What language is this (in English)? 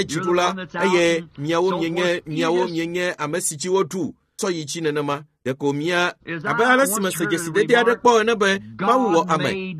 Ewe